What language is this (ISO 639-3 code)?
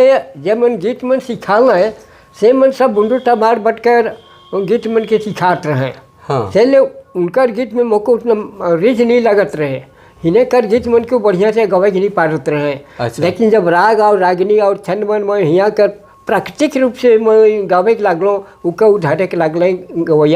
sck